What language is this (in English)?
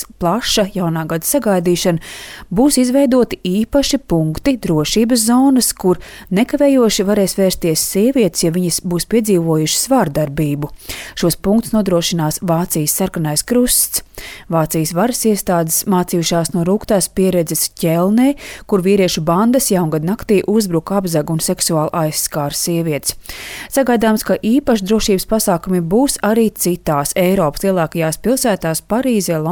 Latvian